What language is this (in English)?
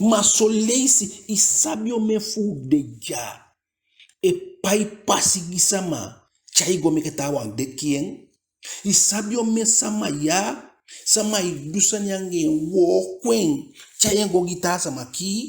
Eastern Maroon Creole